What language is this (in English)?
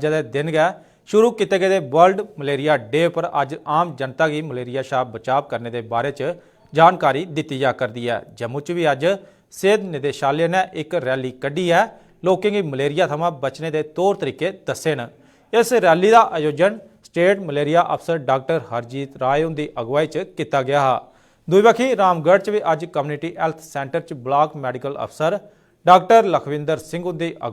Dogri